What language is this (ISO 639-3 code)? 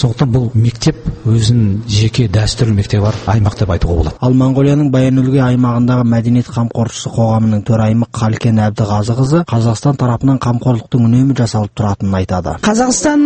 kaz